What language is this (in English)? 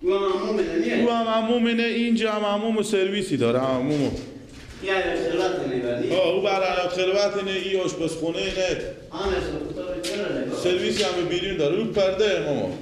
Persian